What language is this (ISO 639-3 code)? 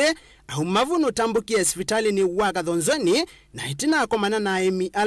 kam